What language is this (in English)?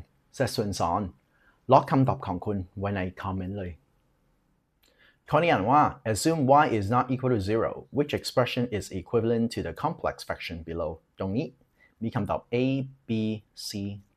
Lao